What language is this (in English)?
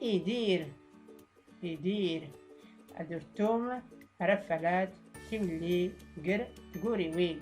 Tachelhit